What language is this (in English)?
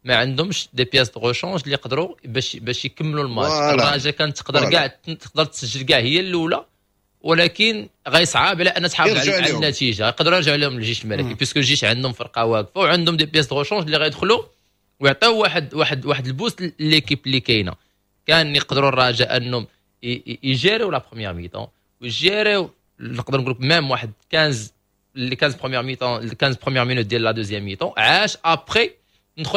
Moroccan Arabic